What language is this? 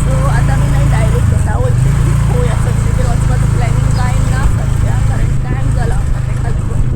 Konkani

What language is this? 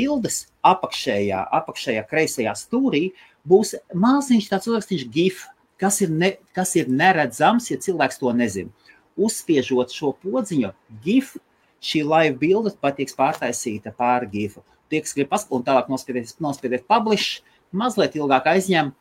Latvian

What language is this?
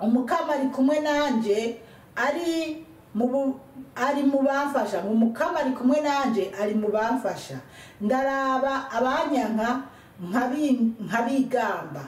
Rundi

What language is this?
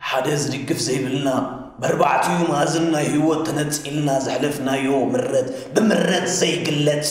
Tigrinya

